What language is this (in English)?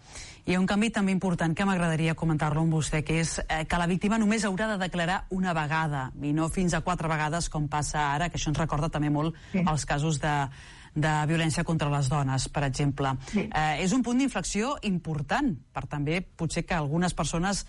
Catalan